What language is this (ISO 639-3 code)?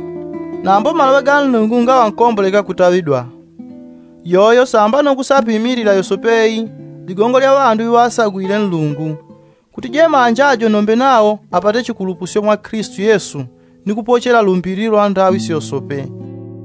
yao